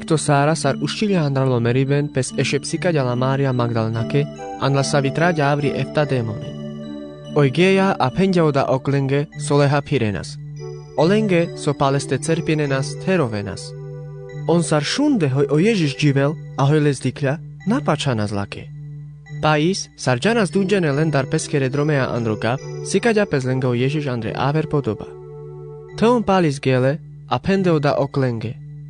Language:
Carpathian Romani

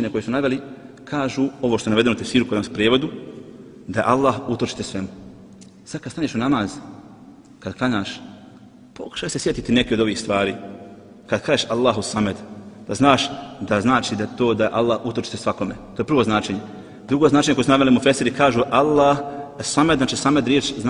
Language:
Bosnian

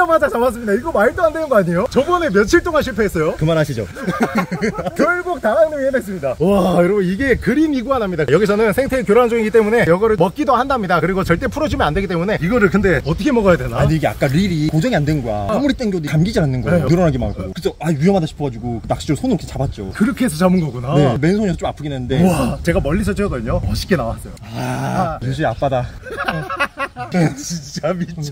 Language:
Korean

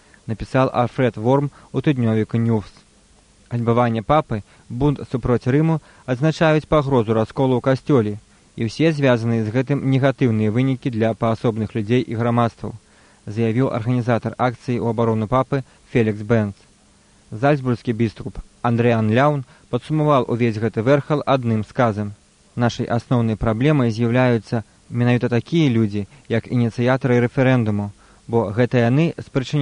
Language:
Belarusian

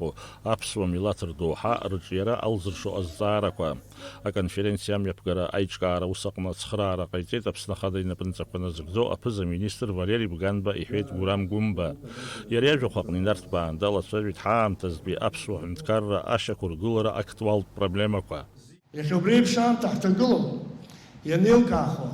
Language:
Abkhazian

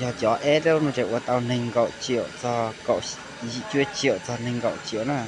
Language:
Hmong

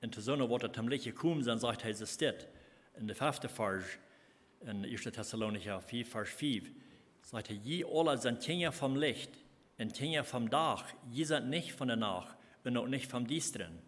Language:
Plautdietsch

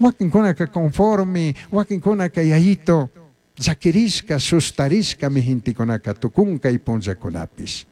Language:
Chimborazo Highland Quichua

